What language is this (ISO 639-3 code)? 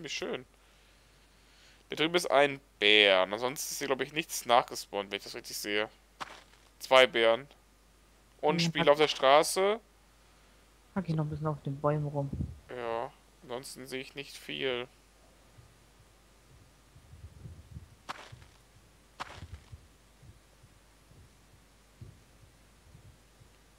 deu